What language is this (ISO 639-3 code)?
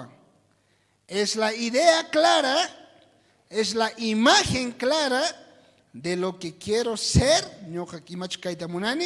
quh